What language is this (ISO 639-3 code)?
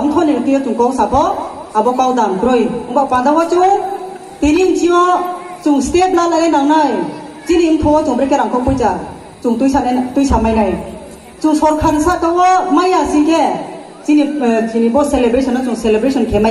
ria